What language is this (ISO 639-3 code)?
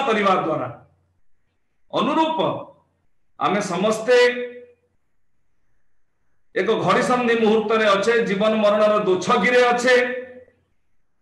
ori